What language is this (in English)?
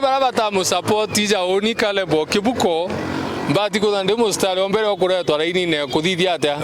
Meru